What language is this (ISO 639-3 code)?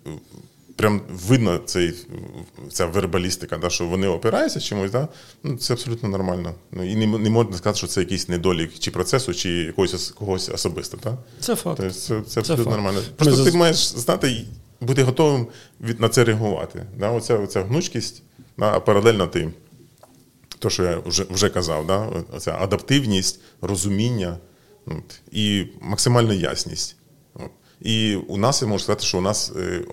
ukr